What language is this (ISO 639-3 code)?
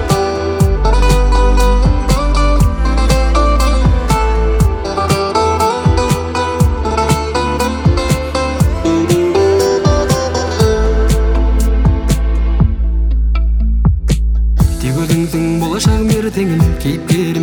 kaz